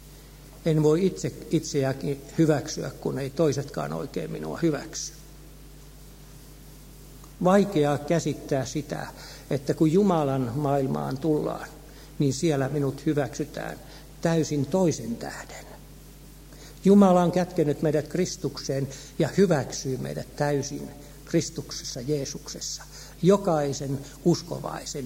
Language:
Finnish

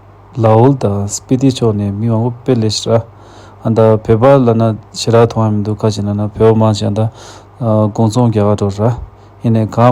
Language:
Tibetan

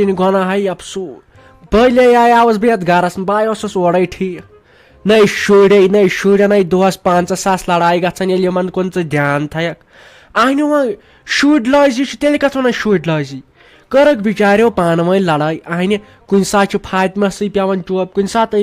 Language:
Kashmiri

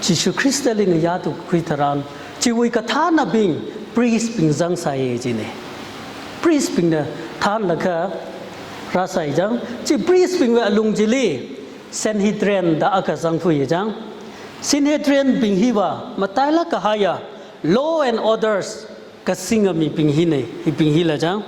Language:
Tangkhul Naga (India)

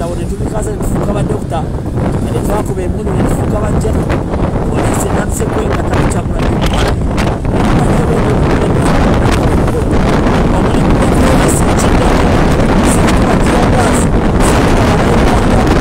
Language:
Ganda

